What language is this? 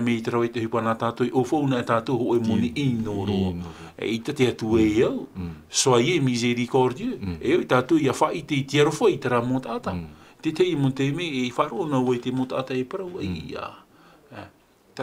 Tahitian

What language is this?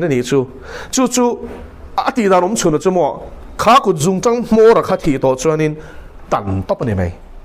Mizo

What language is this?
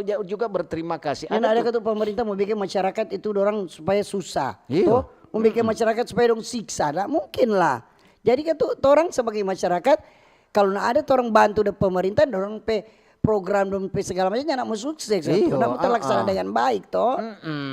Manado Malay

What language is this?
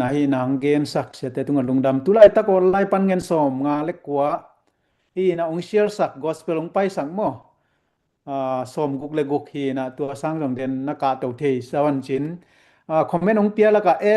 Tedim Chin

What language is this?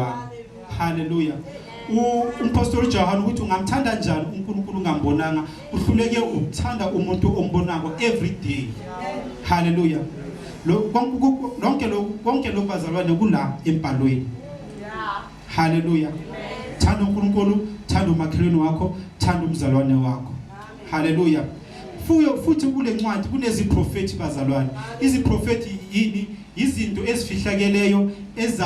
Zulu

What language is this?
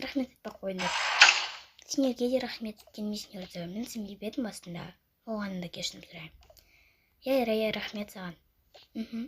Kazakh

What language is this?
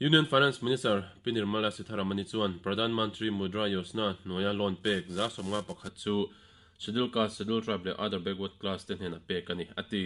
Mizo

